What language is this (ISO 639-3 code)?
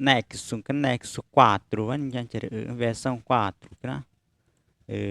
tca